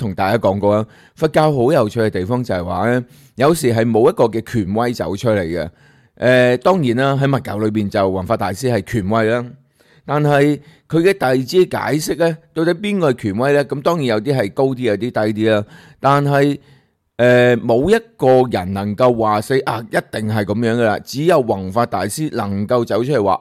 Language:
Cantonese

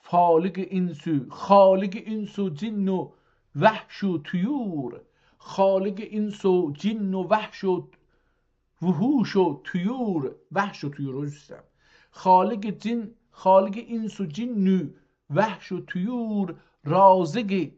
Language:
South Azerbaijani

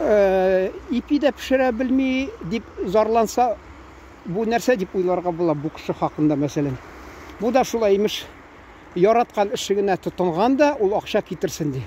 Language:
Tatar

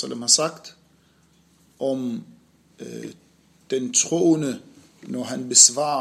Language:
Danish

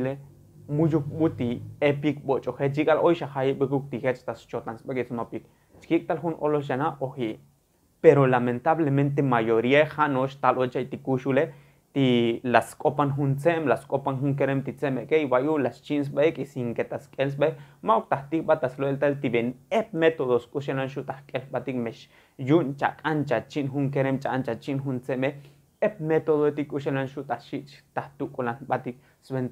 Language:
Tzotzil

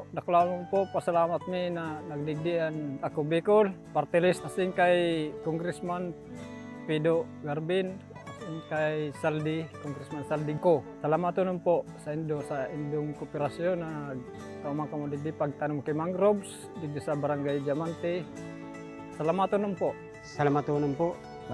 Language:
Bikol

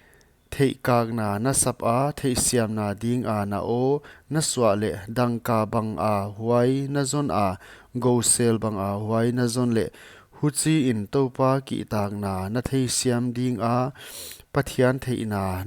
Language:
Paite Chin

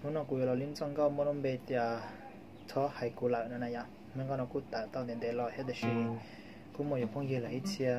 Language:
Hmong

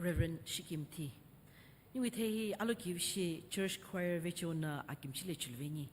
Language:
Sumi Naga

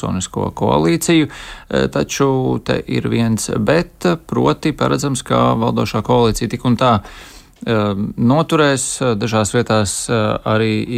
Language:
Latvian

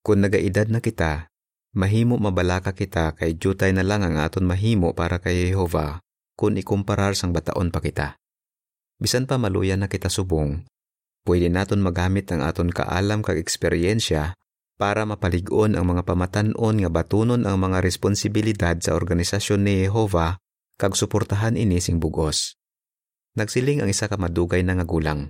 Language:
Hiligaynon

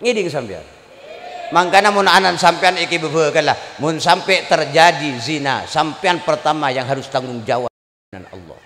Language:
Madurese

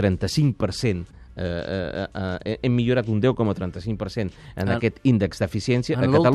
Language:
Catalan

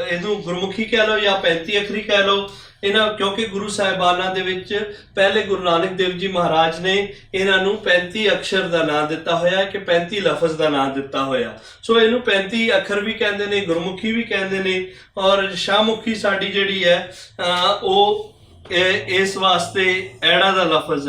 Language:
Western Panjabi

